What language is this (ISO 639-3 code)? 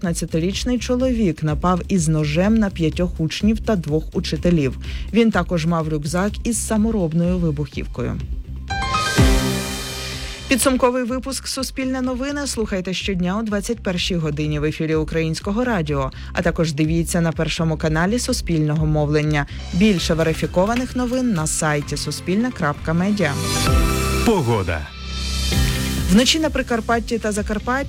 ukr